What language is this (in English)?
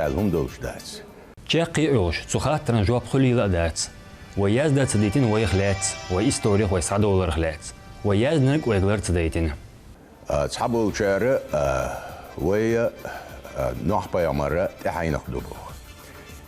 Chechen